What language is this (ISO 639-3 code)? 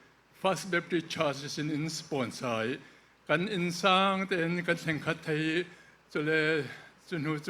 cfm